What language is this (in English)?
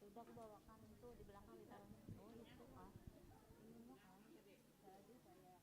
Banjar